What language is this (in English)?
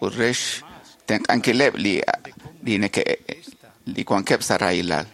Kekchí